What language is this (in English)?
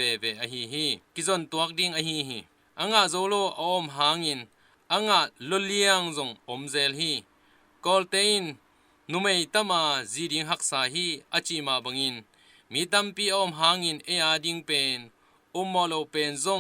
Tedim Chin